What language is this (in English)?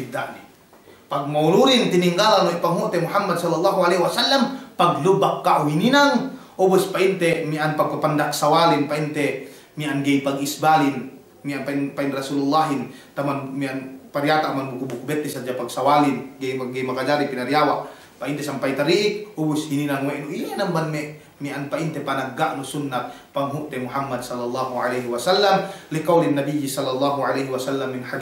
Yakan